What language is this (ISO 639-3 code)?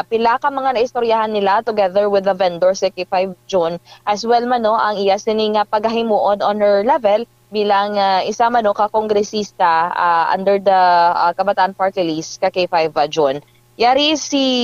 hil